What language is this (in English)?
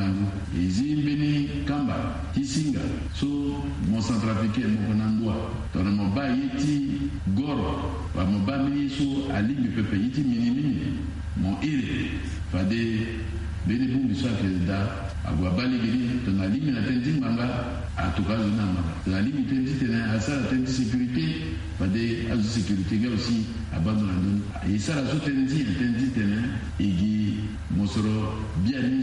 Sango